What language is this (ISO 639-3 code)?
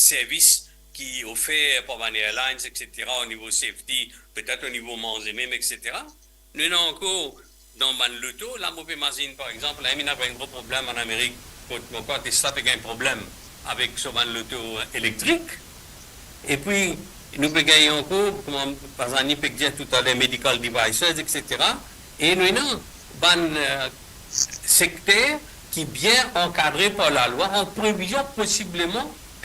mfe